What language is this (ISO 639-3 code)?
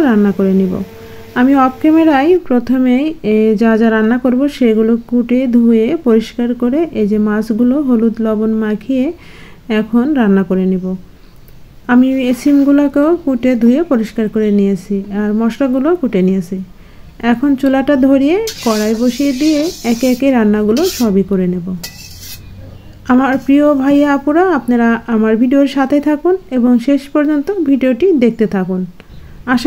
ben